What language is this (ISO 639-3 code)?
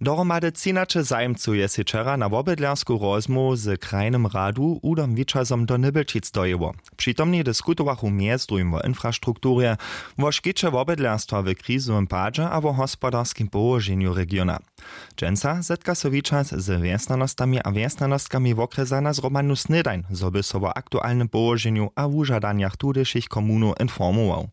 hsb